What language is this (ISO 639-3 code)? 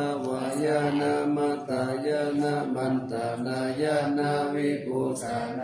pli